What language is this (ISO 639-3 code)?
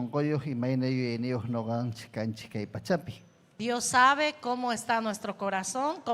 quy